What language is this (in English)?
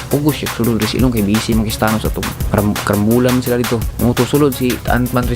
Cebuano